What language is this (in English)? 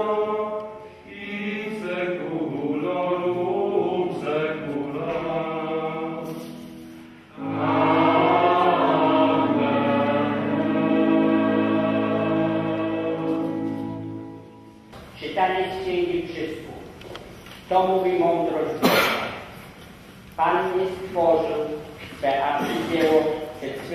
Polish